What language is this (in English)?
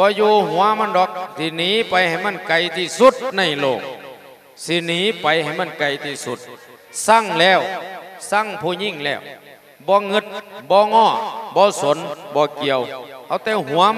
Lao